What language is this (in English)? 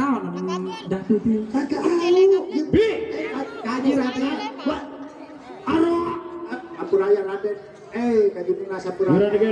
Sasak